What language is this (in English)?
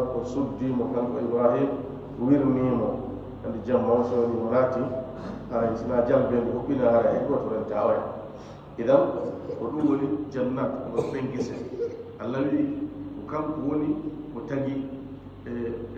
Fula